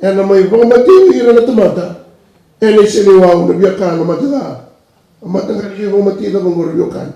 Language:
Fijian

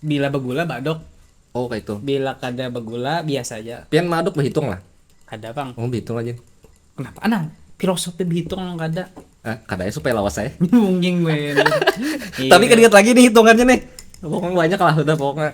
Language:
Banjar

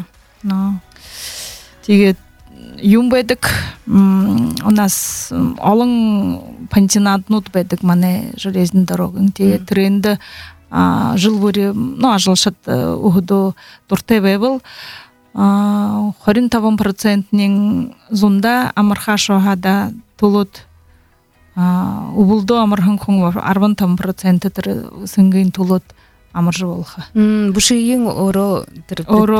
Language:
Buriat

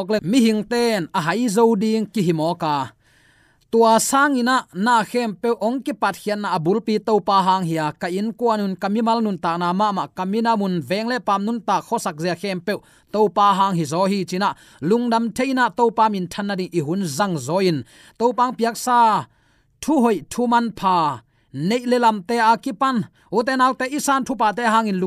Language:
Tedim Chin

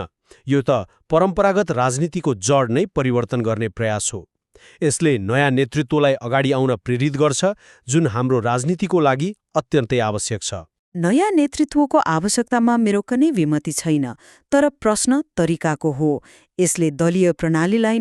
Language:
Nepali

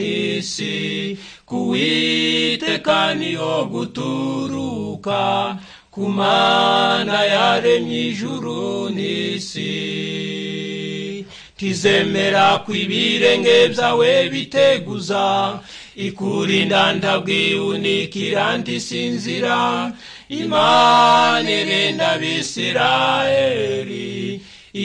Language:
Kinyarwanda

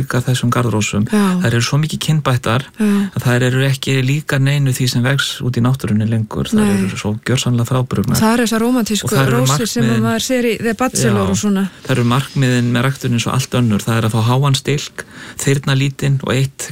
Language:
Icelandic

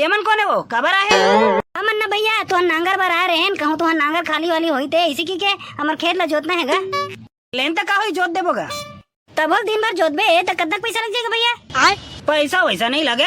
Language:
Chhattisgarhi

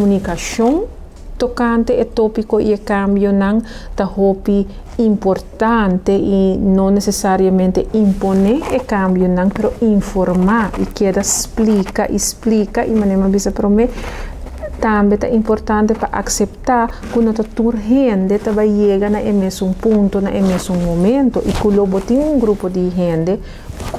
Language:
Papiamento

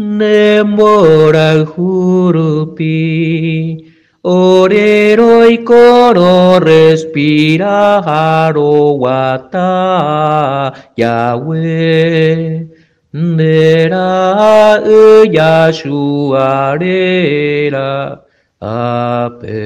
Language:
Guarani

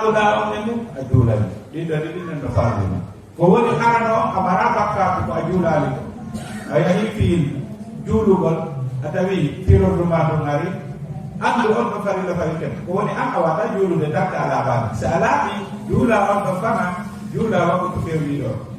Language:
Fula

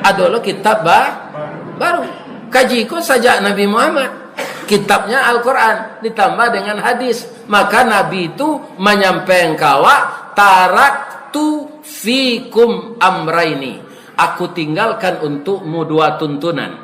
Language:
Minangkabau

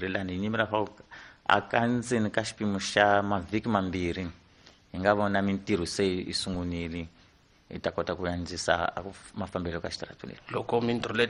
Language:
Tsonga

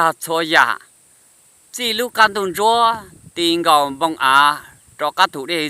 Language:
Hmong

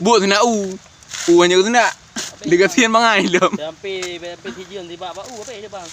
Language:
Achinese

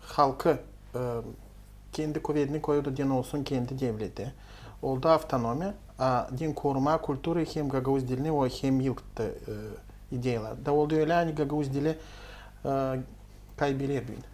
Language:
Gagauz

